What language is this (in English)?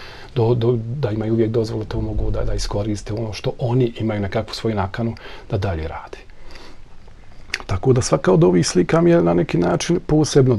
Bosnian